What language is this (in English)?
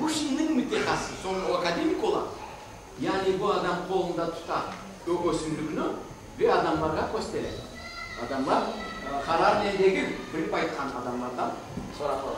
Crimean Tatar